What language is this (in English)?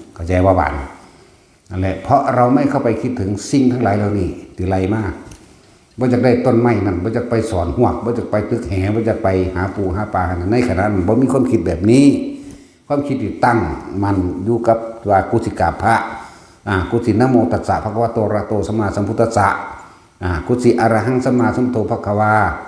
Northeastern Thai